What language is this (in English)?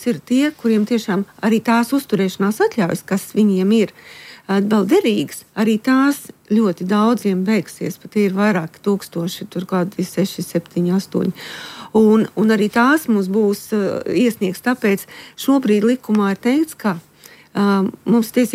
Latvian